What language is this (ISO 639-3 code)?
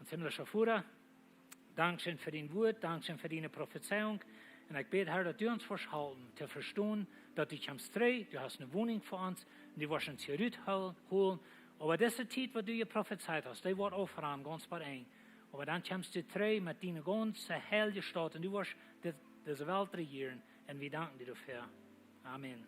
pdt